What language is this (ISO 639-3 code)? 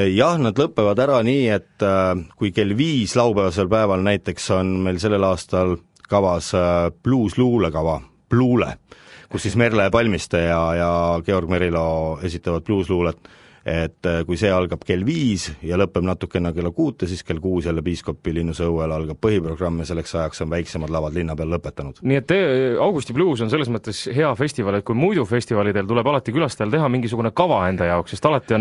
est